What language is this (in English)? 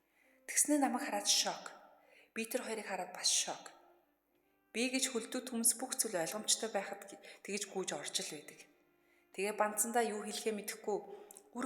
Mongolian